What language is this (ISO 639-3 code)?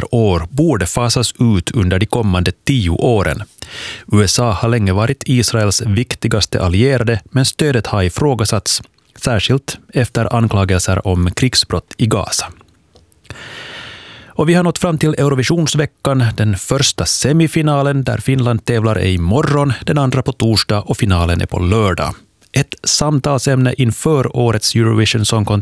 swe